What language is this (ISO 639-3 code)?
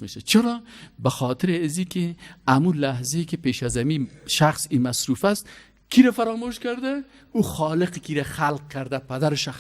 fas